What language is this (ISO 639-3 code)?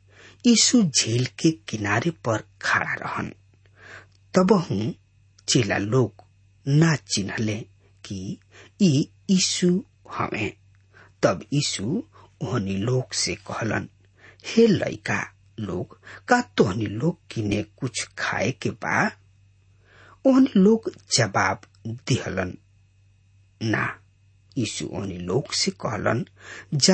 bho